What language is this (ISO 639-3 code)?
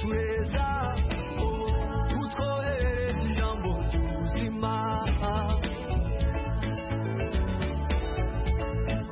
kin